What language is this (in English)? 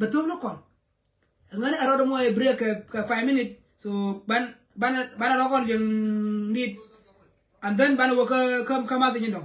Nuer